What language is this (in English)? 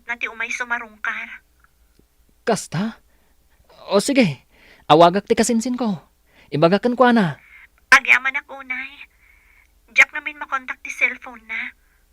Iloko